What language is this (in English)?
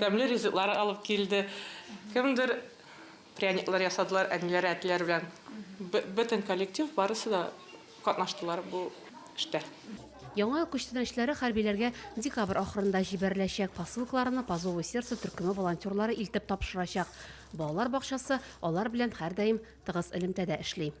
Tatar